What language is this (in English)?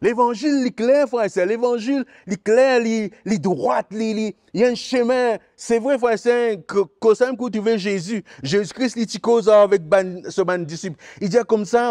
Morisyen